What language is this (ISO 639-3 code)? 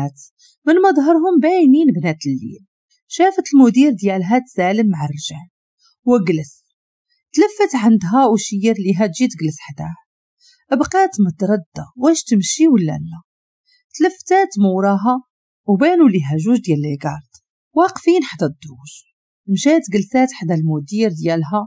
ary